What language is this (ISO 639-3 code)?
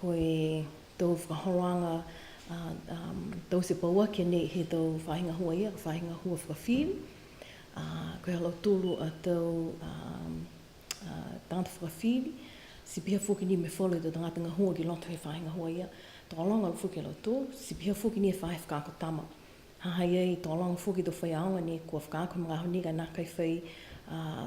niu